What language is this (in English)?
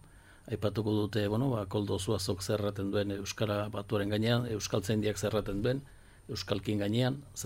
Basque